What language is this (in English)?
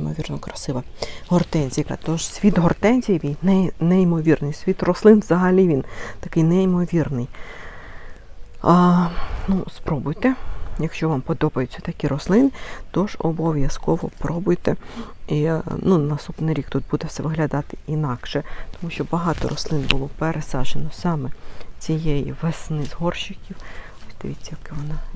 Ukrainian